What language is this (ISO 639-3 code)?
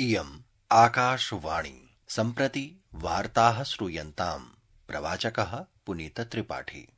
san